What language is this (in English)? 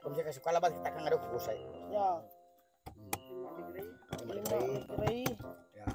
Iban